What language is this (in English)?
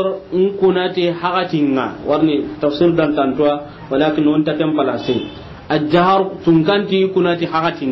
Soninke